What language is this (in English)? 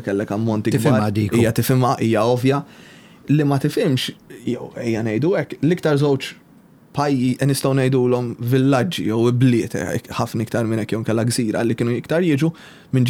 Maltese